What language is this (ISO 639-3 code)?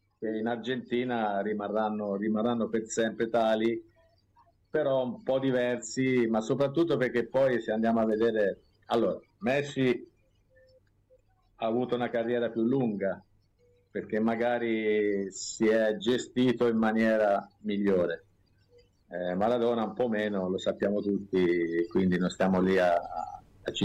ita